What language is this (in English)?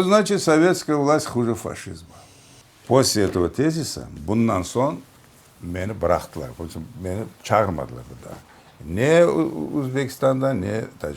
Crimean Tatar